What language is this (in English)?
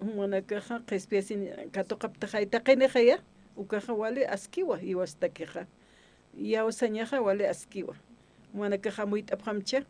Aymara